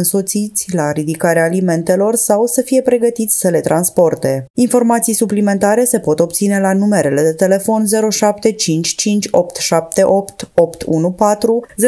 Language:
Romanian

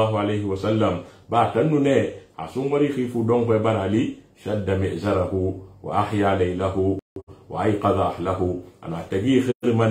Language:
Susu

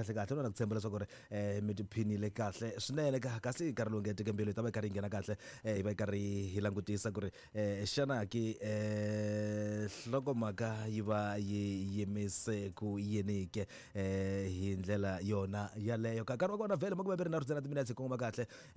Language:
Tsonga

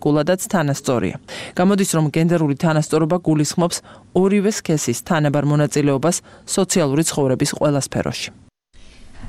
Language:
Georgian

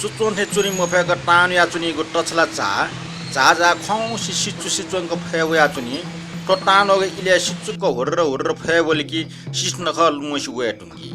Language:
Newari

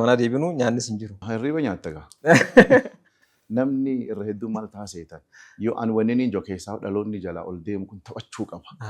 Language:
Oromo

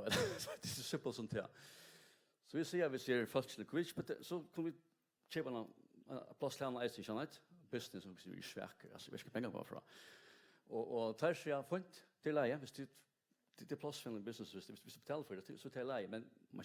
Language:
Faroese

